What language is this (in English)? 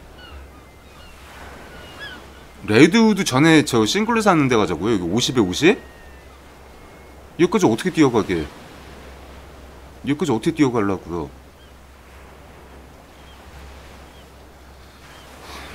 Korean